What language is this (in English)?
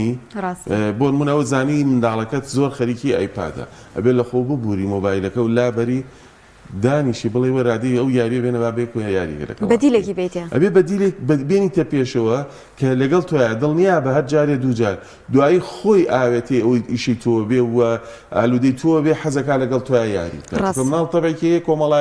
Central Kurdish